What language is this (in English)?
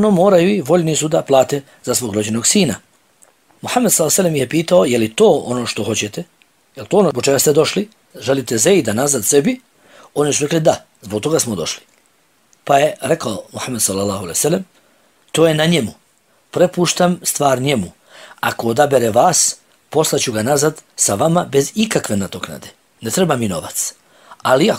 Bosnian